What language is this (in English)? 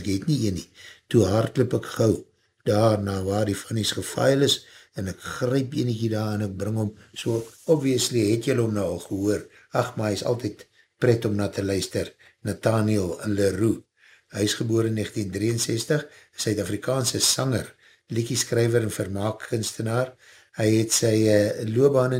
Afrikaans